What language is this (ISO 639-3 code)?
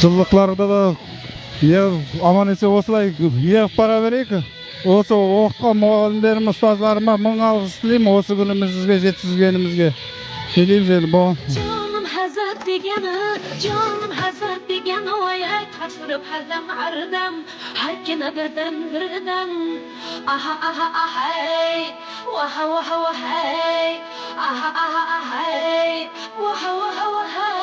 kaa